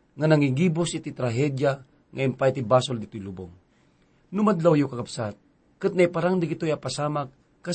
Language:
Iloko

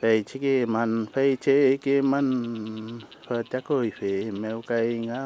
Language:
Mapuche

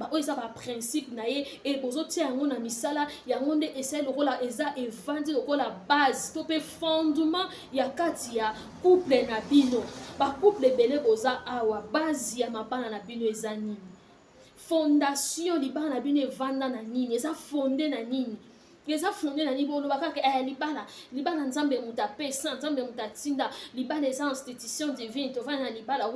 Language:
Lingala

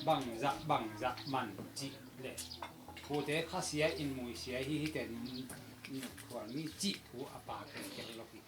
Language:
Tedim Chin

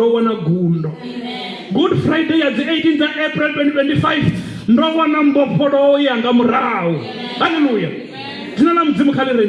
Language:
Venda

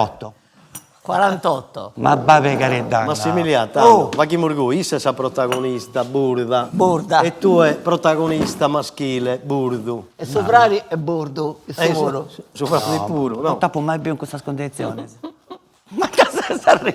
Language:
Sardinian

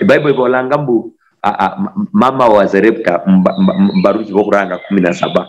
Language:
Luyia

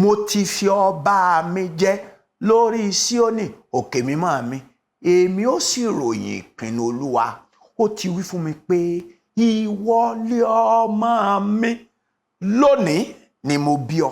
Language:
Yoruba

